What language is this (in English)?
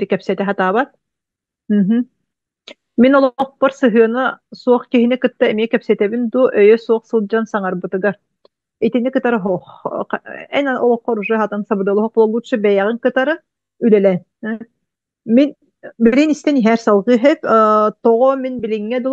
Yakut